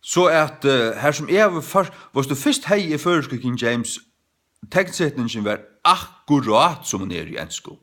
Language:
Faroese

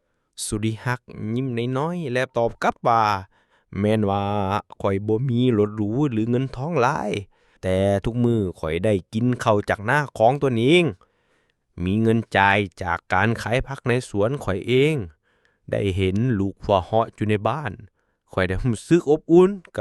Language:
Lao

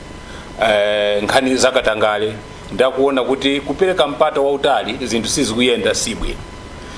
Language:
Nyanja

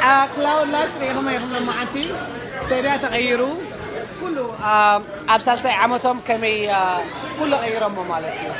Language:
Tigrinya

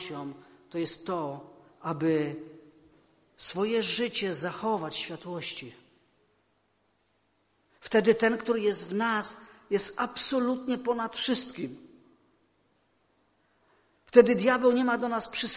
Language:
Polish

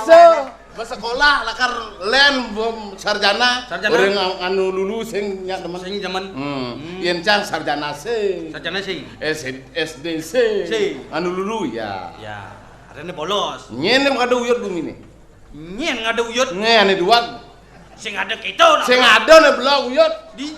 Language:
Balinese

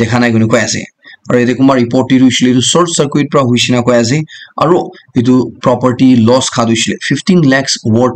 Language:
Naga Pidgin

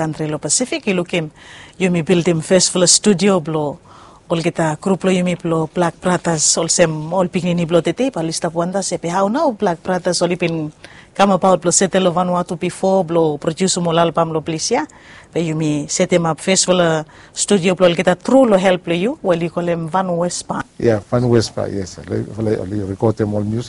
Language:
Bislama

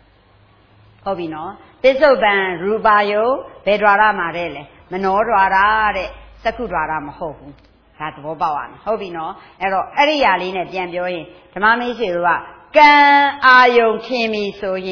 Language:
Burmese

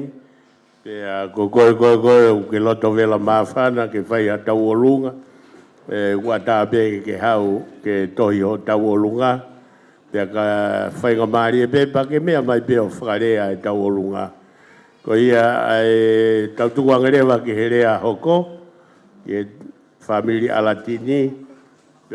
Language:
Tongan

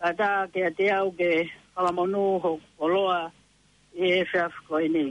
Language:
Tongan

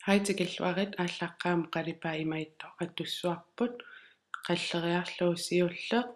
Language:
Kalaallisut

